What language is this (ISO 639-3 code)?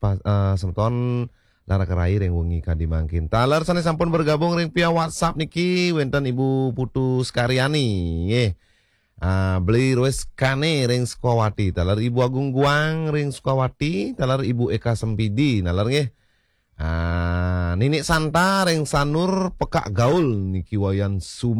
ban